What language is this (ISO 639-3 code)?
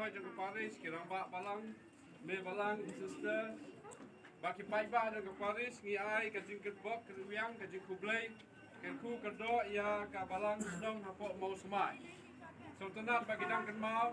kha